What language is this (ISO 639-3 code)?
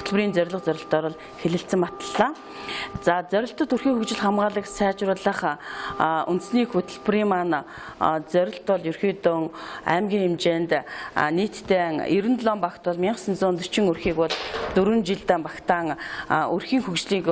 mon